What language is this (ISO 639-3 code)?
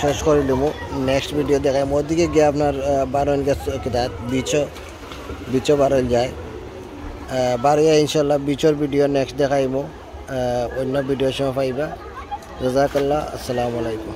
syl